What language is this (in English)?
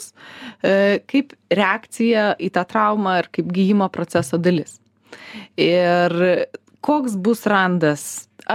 Lithuanian